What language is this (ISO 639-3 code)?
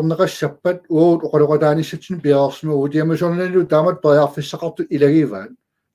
kal